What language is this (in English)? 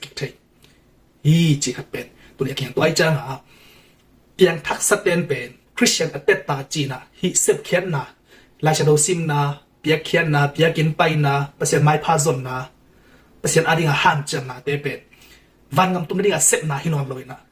Tedim Chin